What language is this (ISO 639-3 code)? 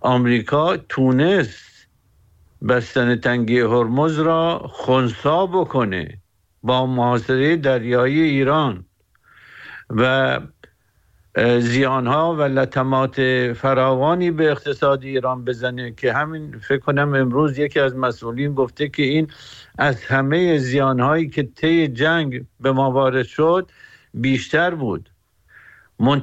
fas